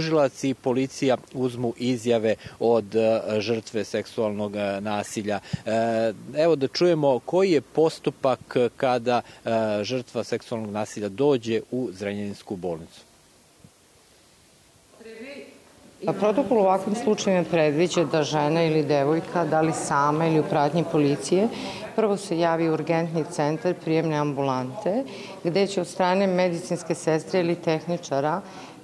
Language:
Serbian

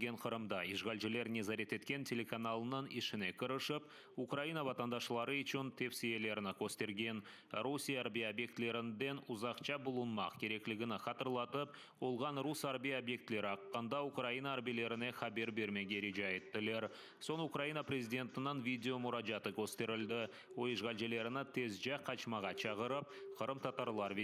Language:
Crimean Tatar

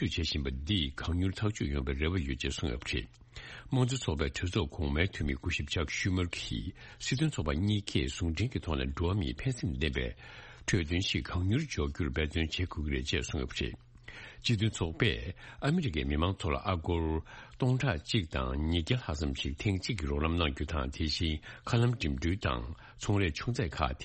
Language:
Tibetan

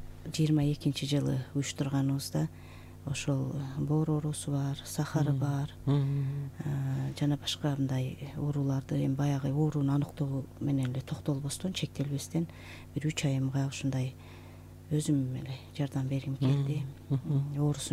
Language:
Kyrgyz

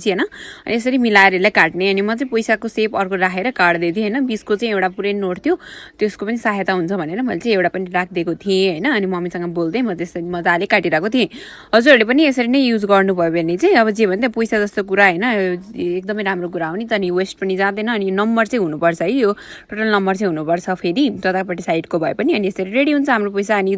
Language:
Nepali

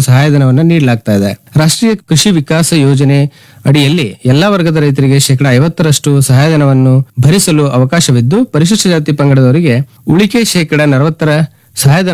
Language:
Kannada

